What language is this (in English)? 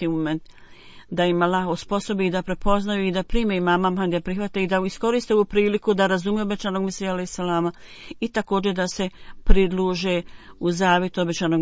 Bosnian